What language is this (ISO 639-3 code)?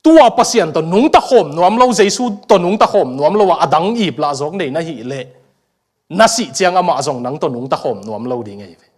ctd